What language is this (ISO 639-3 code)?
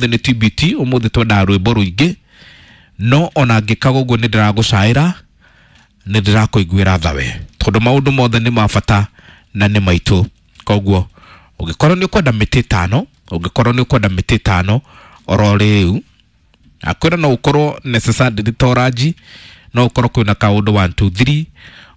kik